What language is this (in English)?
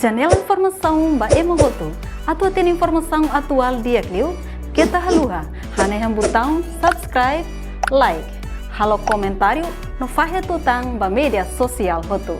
Tetum